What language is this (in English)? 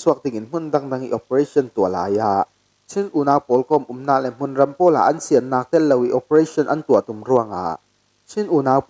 Falam Chin